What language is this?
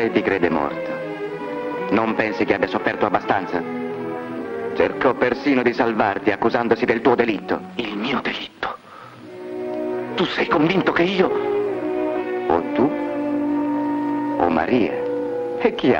Italian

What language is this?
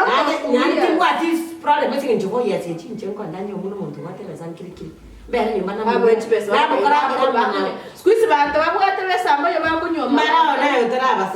Gusii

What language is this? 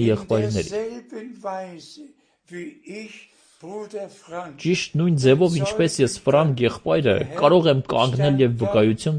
Armenian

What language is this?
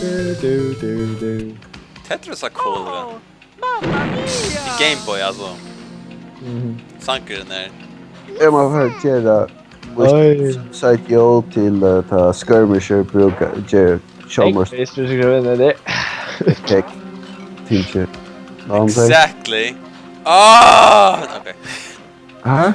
Faroese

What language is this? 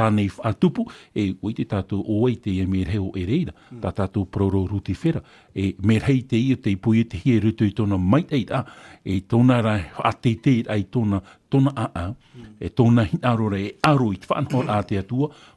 Tahitian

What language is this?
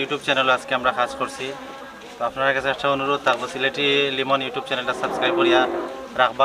Sylheti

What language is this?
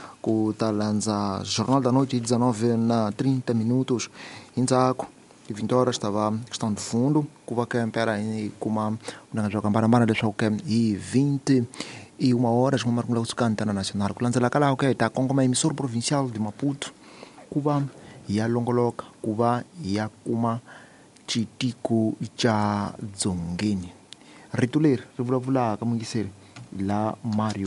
Tsonga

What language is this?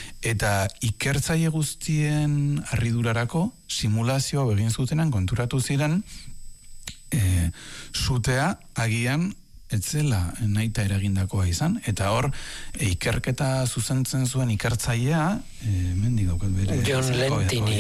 Basque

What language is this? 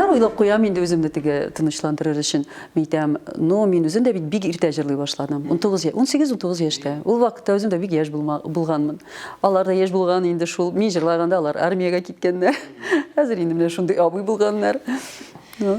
Tatar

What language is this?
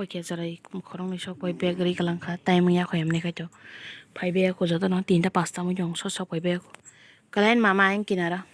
Kok Borok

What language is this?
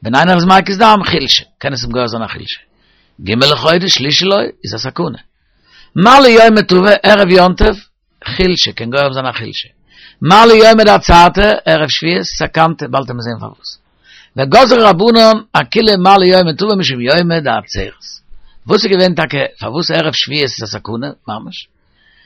Yiddish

